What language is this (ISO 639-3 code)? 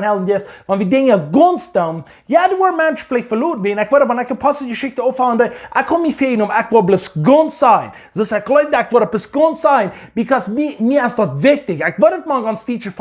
pdt